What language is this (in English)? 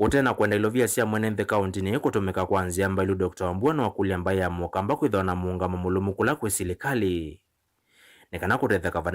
Kamba